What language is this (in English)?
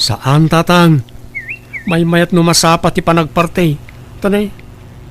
Iloko